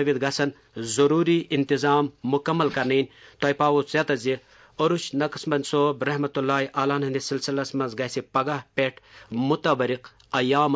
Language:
Kashmiri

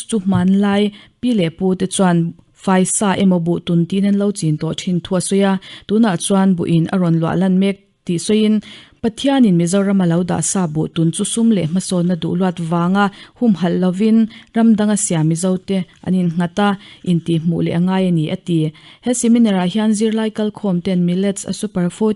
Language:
Mizo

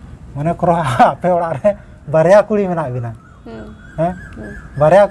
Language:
Santali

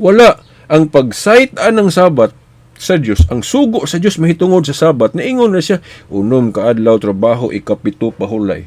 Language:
Cebuano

